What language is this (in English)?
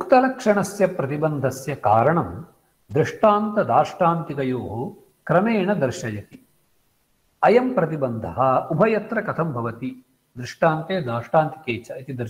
Sanskrit